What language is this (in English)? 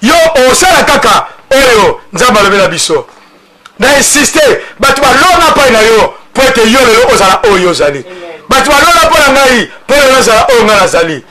Lingala